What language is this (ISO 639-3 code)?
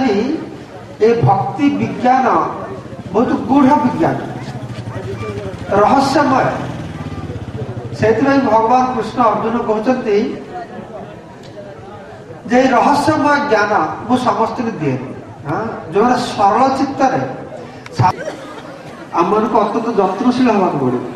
ori